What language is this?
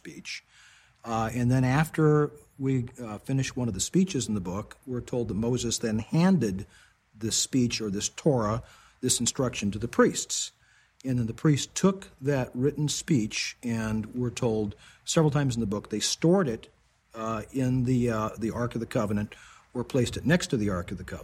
English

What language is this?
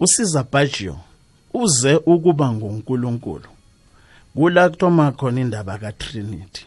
South Ndebele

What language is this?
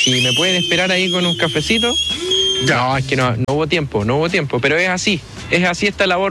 Spanish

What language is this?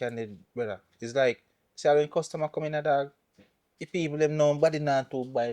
Jamaican Creole English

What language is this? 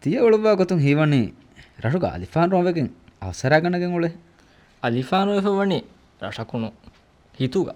Divehi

